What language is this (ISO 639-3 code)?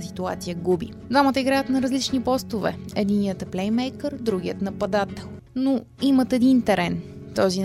bul